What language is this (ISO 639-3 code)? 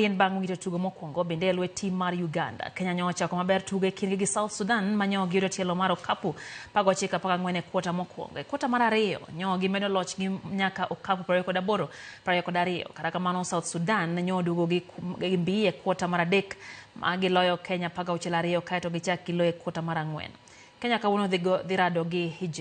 luo